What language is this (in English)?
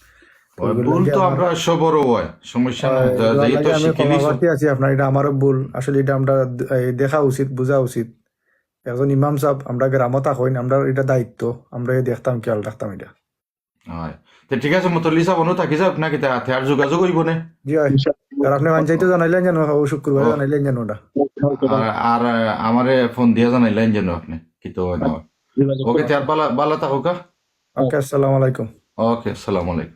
Sylheti